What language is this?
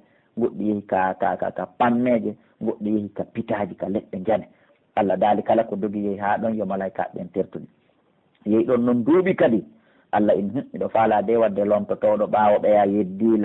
Pular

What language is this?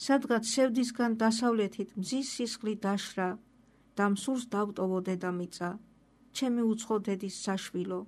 Georgian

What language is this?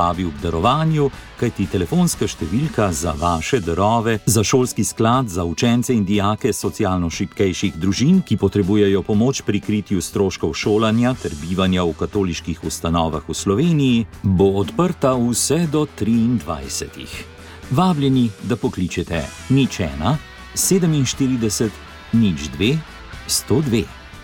Slovenian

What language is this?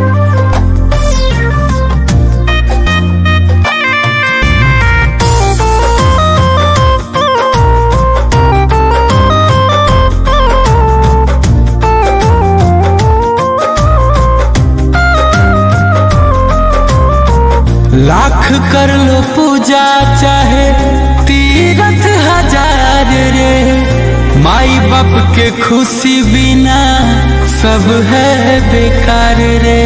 Bhojpuri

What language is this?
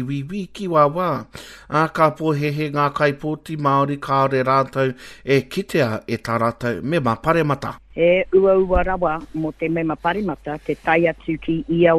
Māori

